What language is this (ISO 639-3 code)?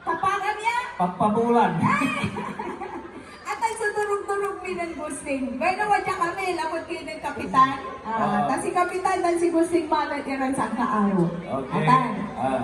pag